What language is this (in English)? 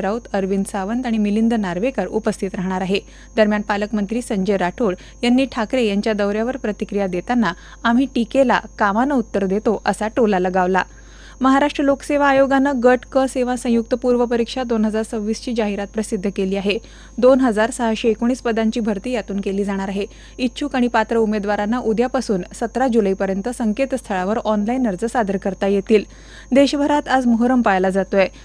Marathi